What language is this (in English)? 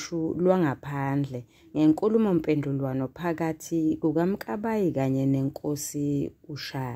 Zulu